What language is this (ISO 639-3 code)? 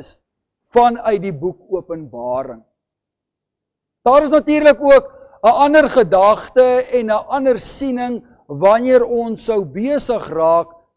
afr